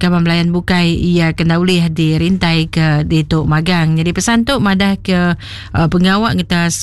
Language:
Iban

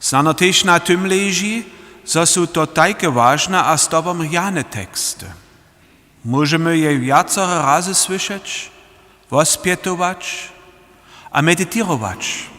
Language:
Upper Sorbian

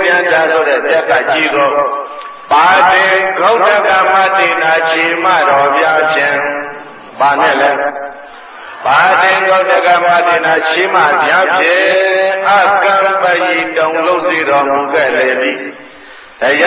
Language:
Burmese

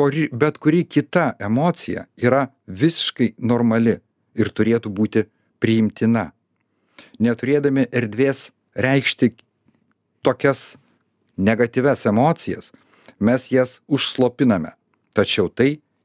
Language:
Lithuanian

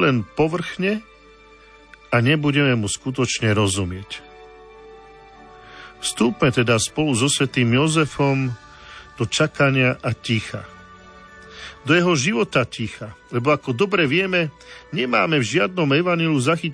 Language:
Slovak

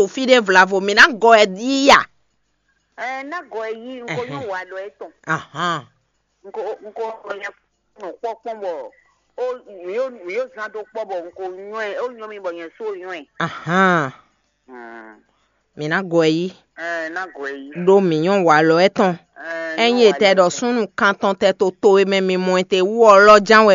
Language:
Fon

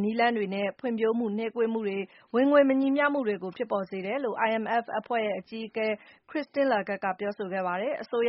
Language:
Burmese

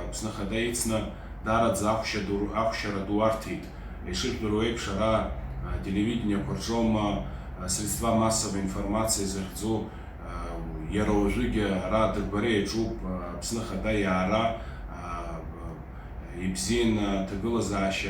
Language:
Abkhazian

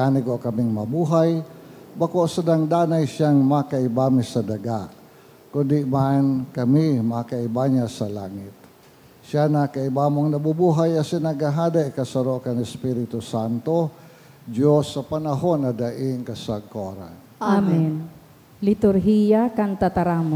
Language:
Bikol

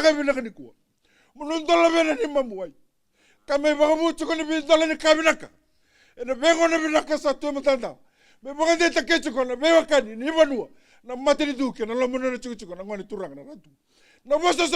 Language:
Fijian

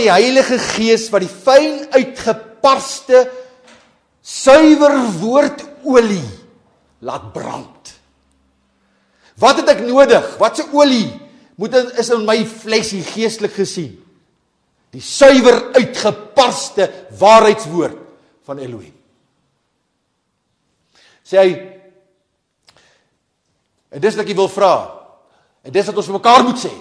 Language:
Afrikaans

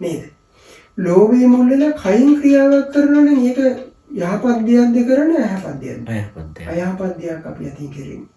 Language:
Sinhala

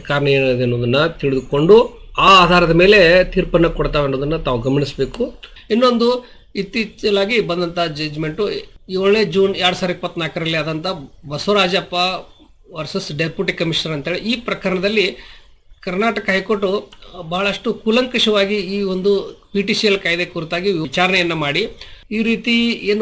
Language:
Kannada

